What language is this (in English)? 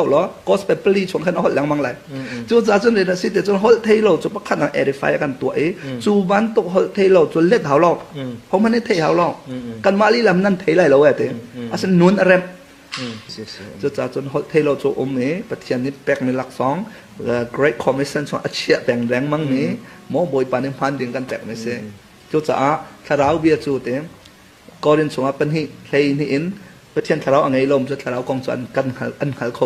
Hakha Chin